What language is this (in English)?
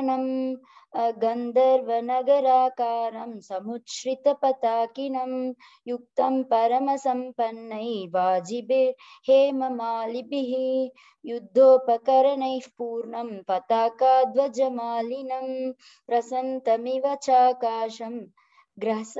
Sanskrit